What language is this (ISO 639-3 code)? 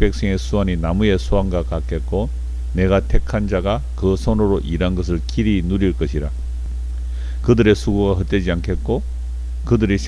kor